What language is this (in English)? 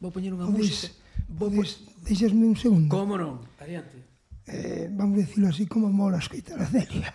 Galician